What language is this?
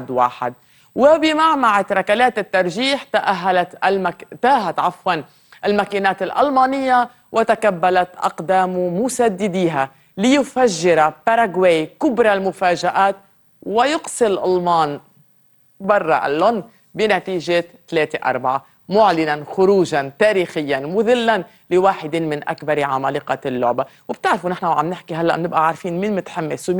North Levantine Arabic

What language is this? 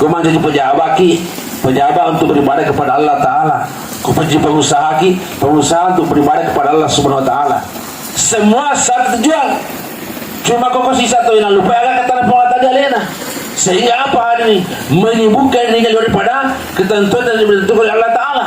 Buginese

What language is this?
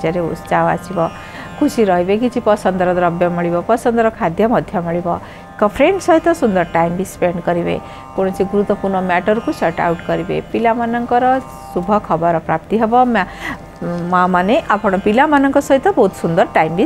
Odia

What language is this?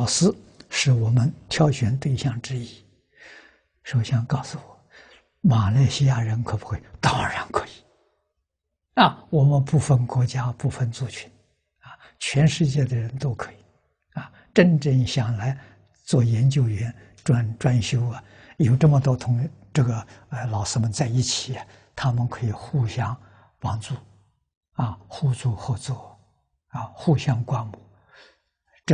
Chinese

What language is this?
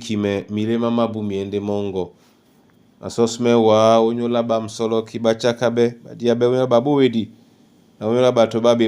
Duala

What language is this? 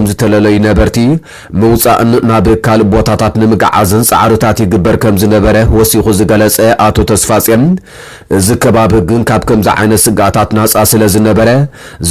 Tigrinya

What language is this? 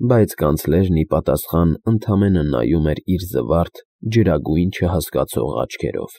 Armenian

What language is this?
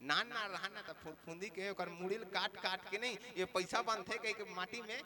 Chhattisgarhi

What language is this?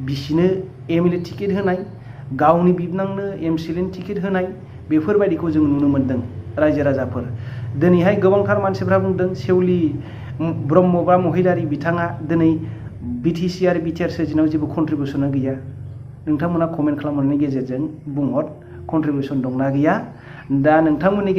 Bodo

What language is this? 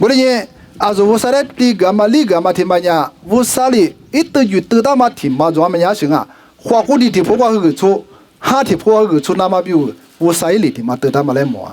Lisu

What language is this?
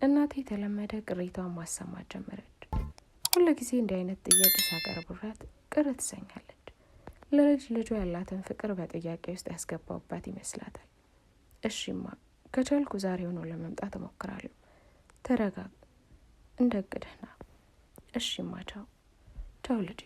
Amharic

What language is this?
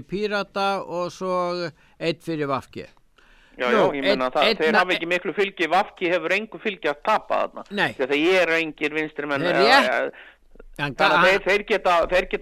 Icelandic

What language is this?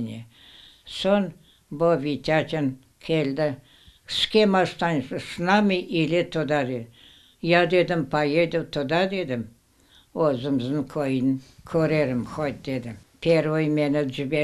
Crimean Tatar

